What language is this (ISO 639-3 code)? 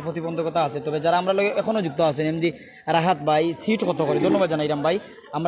syl